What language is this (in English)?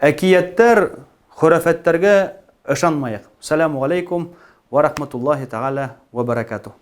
Bashkir